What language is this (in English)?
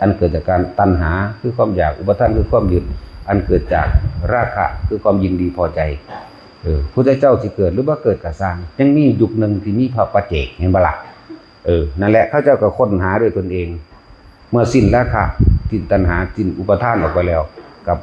Northeastern Thai